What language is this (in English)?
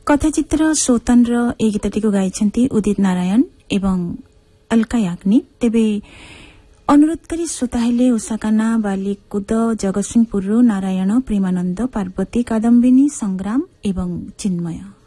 Odia